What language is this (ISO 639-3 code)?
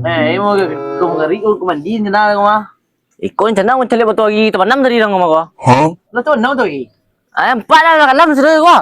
min